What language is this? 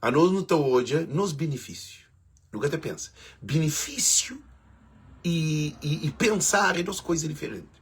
Kabuverdianu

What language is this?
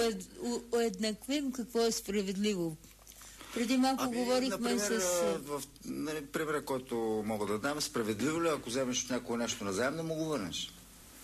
Bulgarian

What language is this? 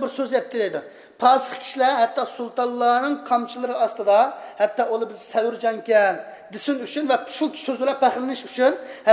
Uyghur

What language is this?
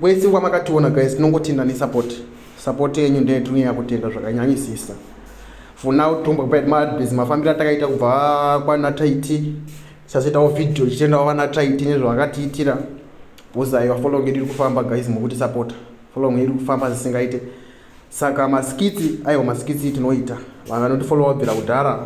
Shona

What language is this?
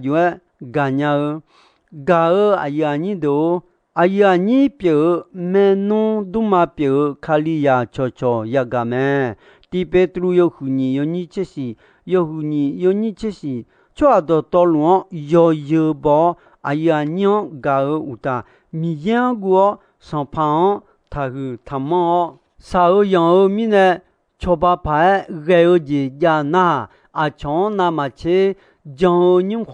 Akha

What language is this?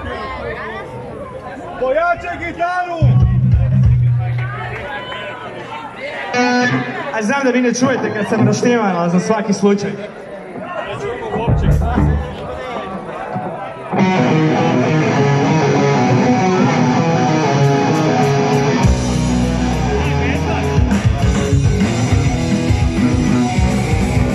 Croatian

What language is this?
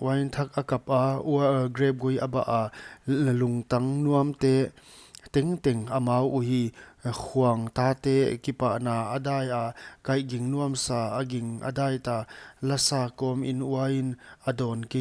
Paite Chin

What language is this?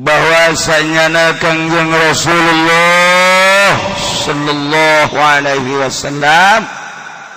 Sundanese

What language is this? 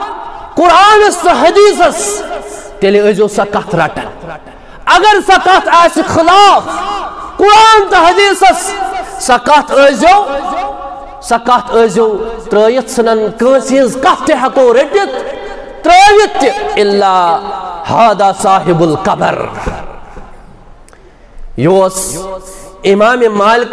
Kashmiri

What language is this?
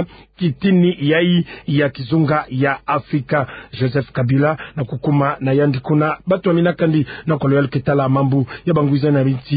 Kituba (Democratic Republic of Congo)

